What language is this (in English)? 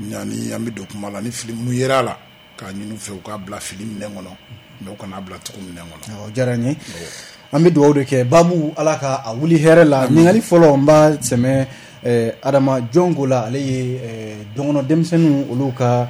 Bambara